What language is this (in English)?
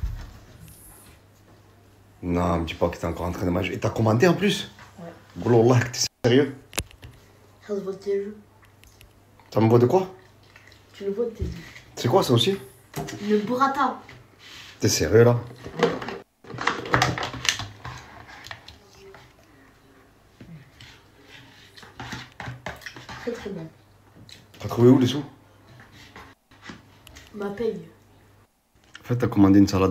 French